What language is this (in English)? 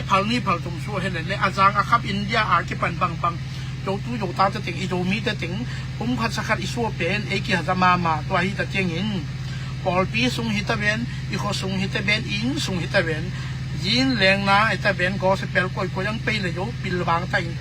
Tedim Chin